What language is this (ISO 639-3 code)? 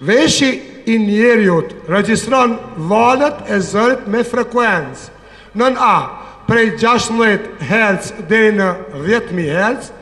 sqi